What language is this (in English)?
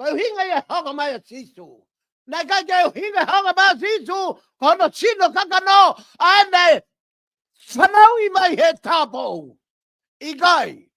Tongan